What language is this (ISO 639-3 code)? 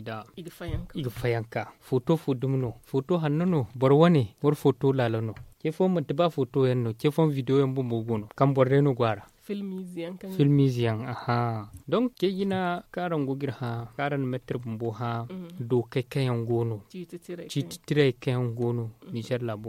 dje